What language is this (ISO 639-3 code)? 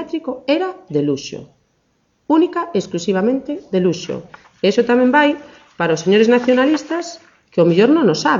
glg